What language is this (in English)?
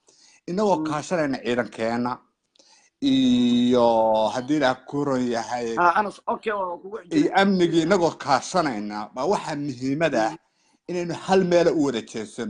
Somali